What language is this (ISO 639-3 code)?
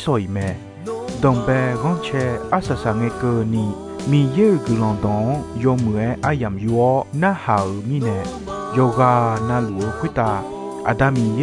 ahk